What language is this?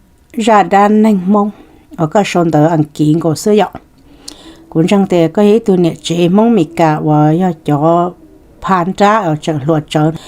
Hmong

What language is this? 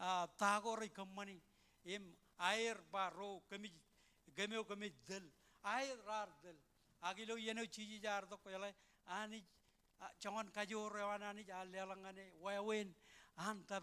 Marshallese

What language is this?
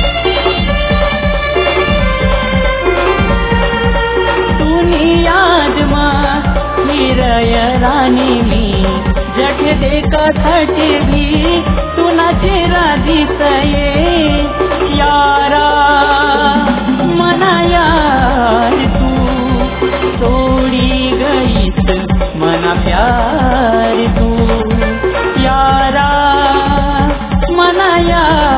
Marathi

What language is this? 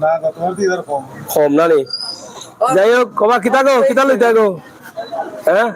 Sylheti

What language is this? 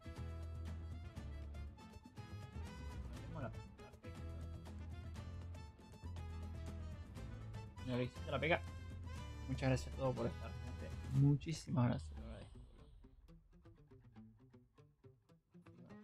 Spanish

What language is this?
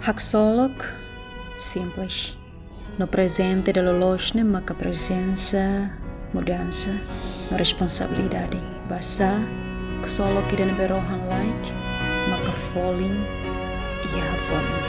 Tetum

